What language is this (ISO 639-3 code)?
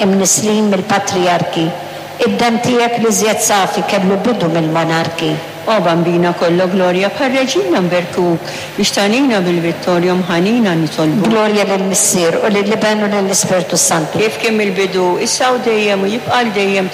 mlt